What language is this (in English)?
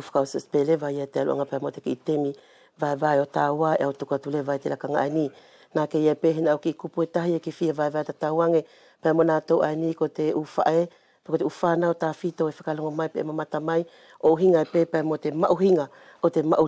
Wallisian